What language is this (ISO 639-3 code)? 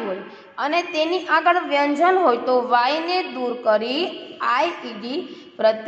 guj